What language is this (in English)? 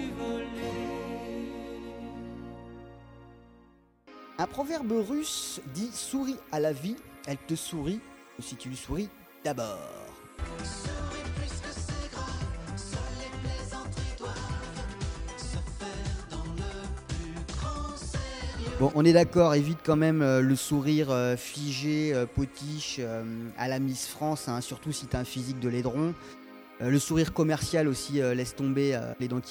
French